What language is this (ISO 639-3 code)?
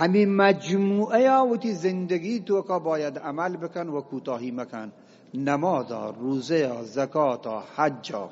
bgp